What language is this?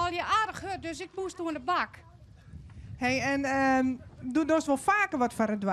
Western Frisian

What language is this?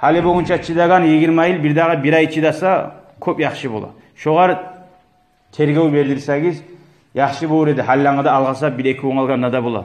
Kumyk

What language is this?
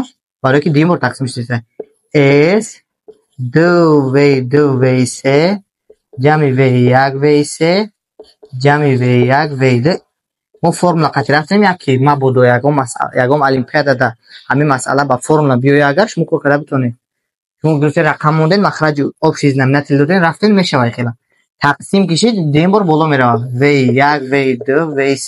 Tajik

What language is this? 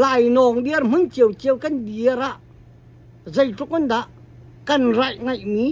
Hakha Chin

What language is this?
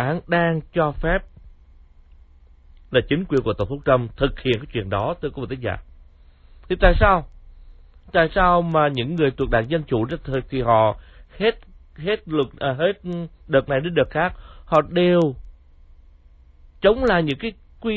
Vietnamese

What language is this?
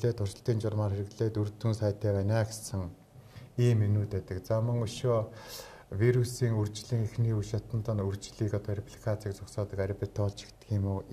Mongolian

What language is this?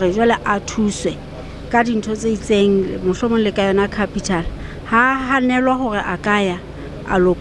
Southern Sotho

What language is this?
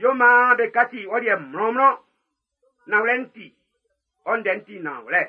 Baoulé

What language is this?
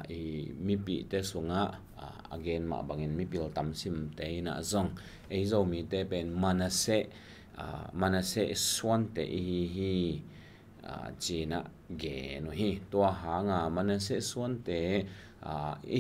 Tedim Chin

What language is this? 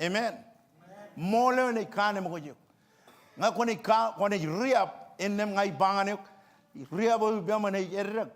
Marshallese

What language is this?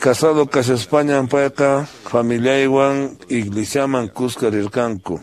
Quechua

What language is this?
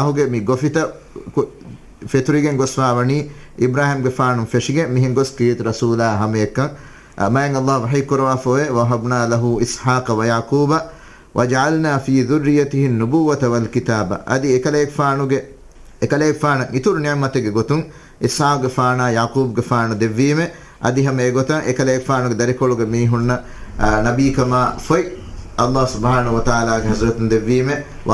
Divehi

